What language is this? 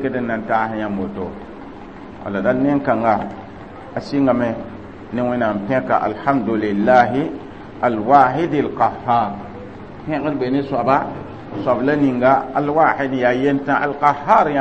Mossi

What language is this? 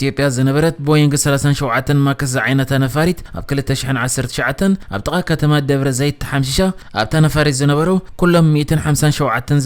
Tigrinya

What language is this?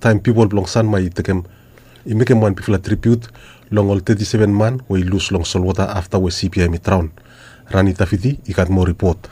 Bislama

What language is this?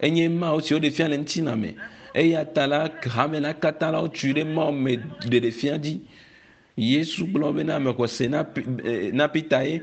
Ewe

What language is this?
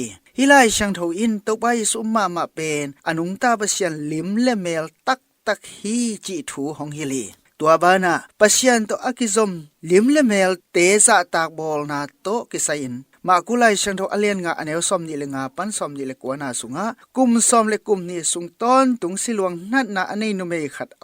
Tedim Chin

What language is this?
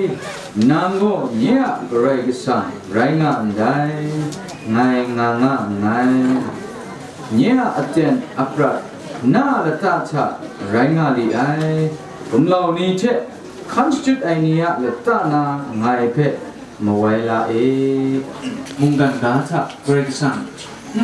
Kachin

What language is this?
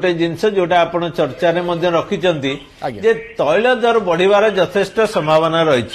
Odia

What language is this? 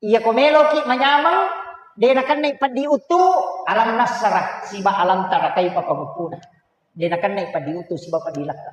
Buginese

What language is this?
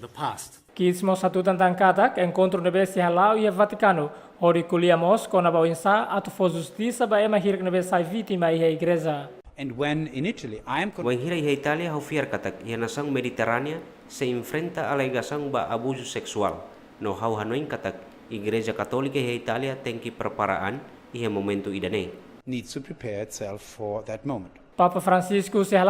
Tetum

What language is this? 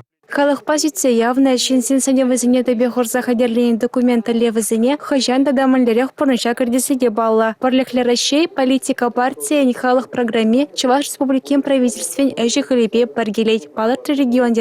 Chuvash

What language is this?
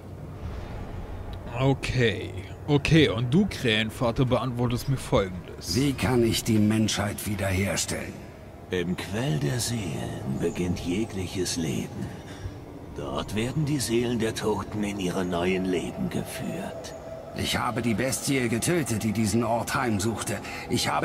German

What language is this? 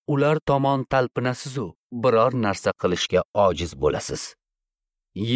Uzbek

